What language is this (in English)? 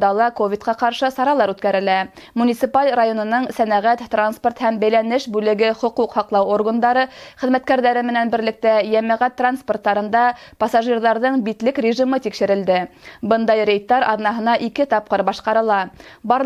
Bashkir